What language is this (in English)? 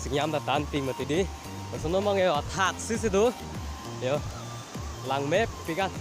Karbi